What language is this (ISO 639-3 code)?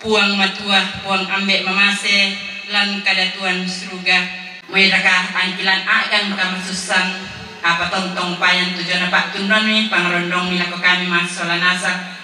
sda